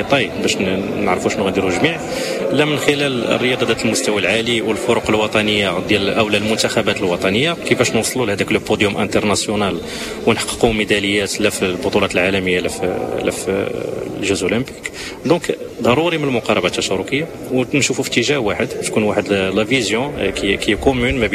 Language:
Moroccan Arabic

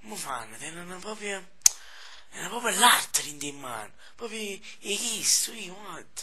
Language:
Neapolitan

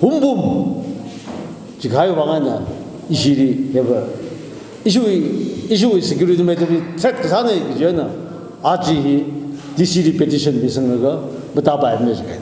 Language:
Tangkhul Naga (India)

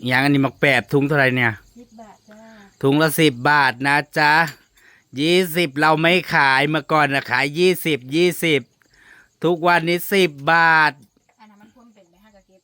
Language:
Northeastern Thai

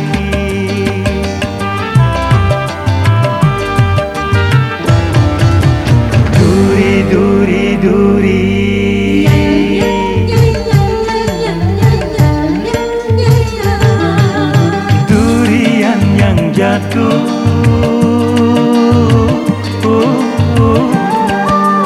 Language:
Malay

